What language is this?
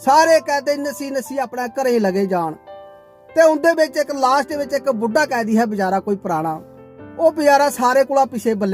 Dogri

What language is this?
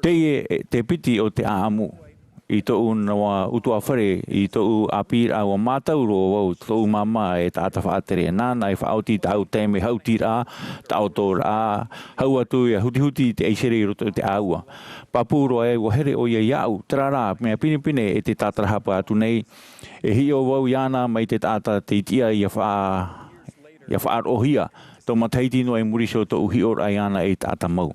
Tahitian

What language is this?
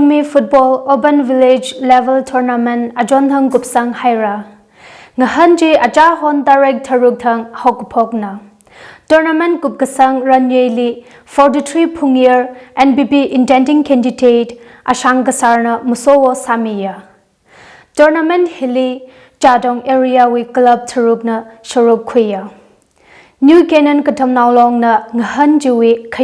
Tangkhul Naga (India)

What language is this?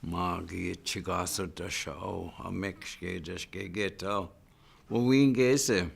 Chippewa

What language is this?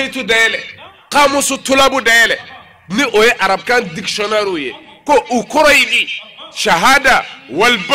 Bambara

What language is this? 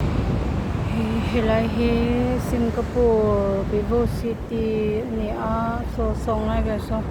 Mizo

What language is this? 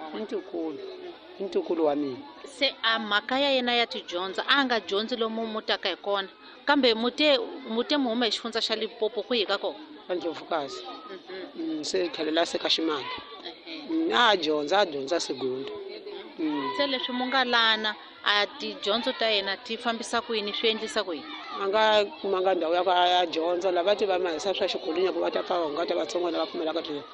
Tsonga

